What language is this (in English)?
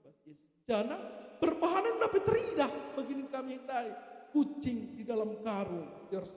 Batak Karo